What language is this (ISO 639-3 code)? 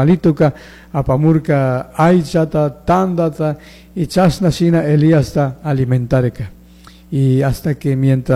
qug